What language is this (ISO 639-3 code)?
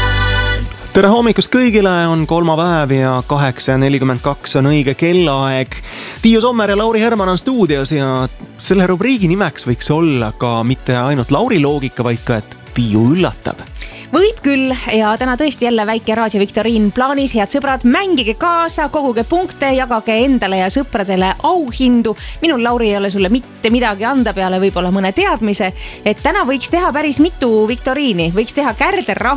est